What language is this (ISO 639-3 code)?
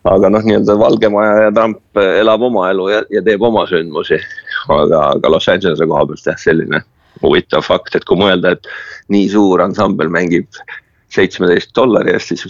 est